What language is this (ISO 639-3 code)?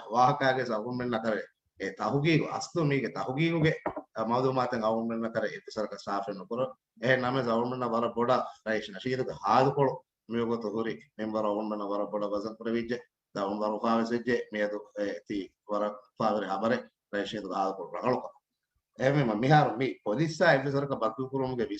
div